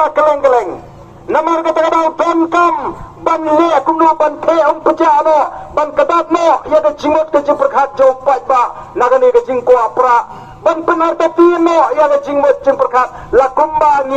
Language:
Khasi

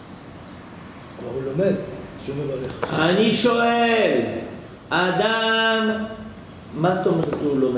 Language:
Hebrew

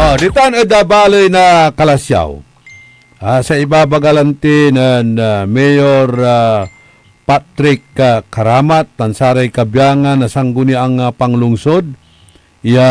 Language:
Pangasinan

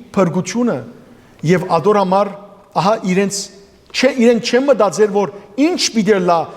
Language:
Western Armenian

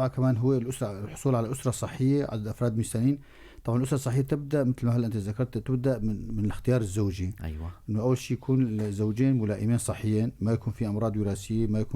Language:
North Levantine Arabic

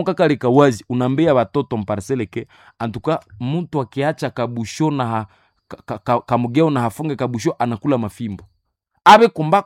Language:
Nande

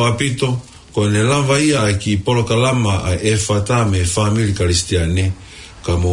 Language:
Tongan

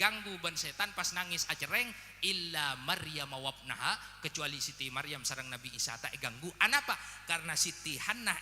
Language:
Madurese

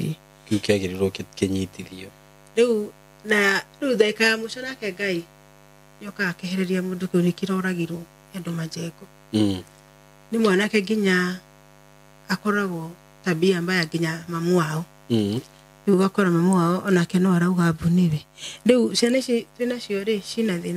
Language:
Kikuyu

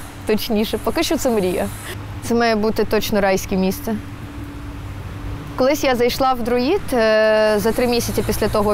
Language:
Ukrainian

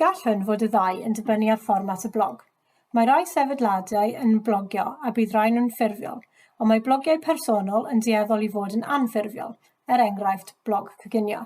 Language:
Welsh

